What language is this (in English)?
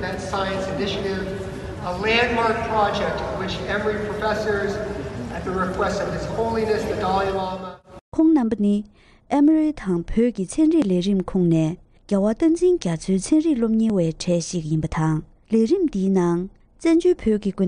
Tibetan